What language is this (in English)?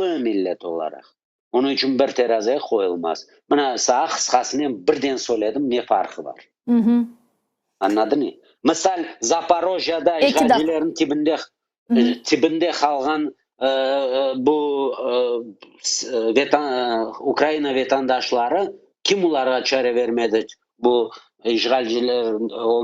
Crimean Tatar